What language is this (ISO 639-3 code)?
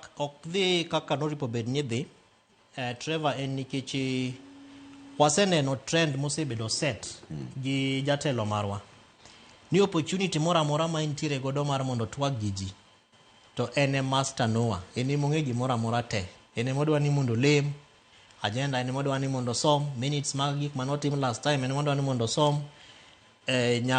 luo